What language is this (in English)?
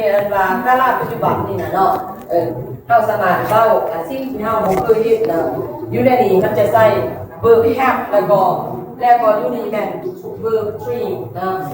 Lao